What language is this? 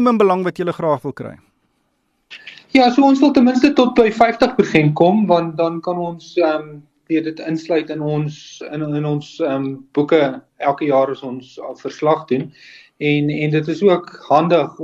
Afrikaans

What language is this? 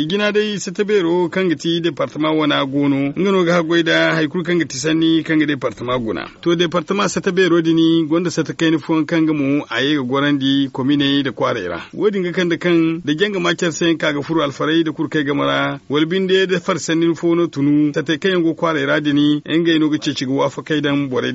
Zarma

